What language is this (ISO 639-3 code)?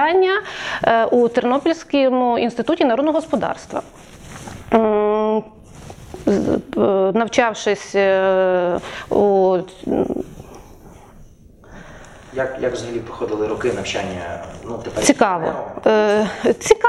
ukr